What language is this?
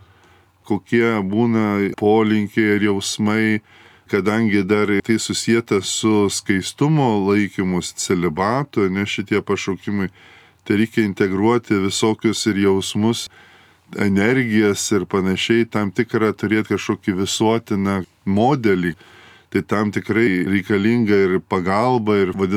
Lithuanian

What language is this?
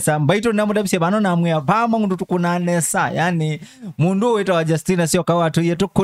Kamba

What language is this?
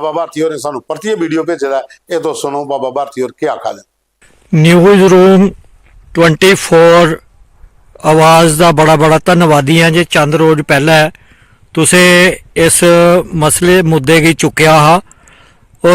Dogri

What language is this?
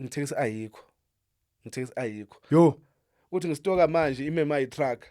Zulu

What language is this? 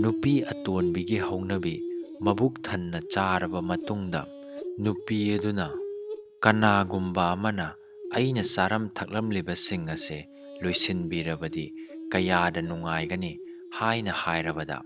Manipuri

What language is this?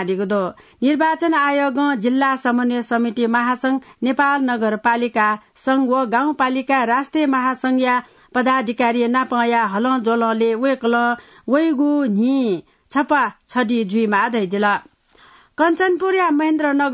Newari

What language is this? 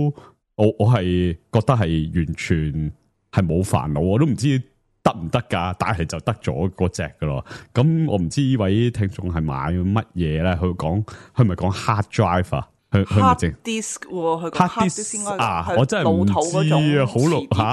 Cantonese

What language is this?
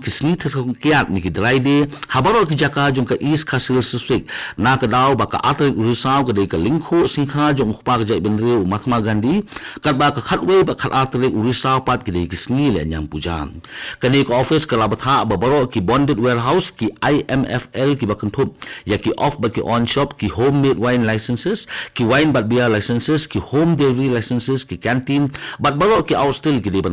Khasi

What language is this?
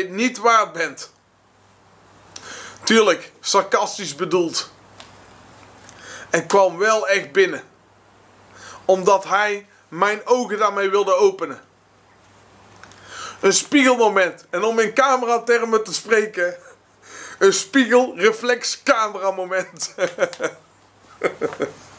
Dutch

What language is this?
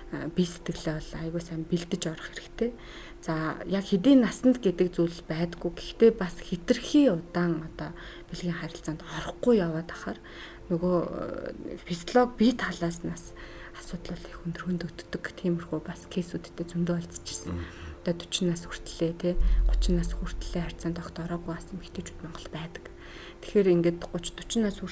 Mongolian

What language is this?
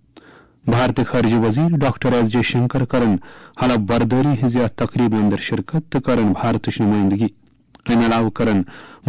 Kashmiri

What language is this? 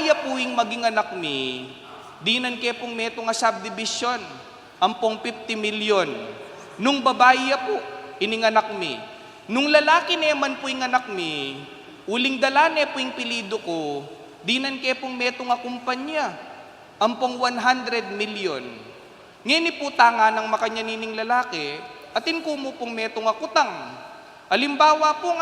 Pampanga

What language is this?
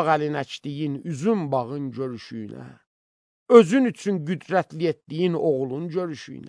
Azerbaijani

